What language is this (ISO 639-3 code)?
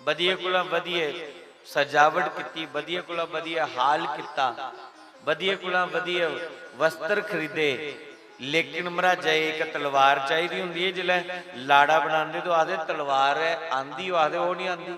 doi